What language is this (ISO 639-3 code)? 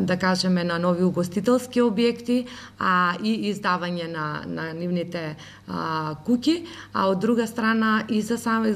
mkd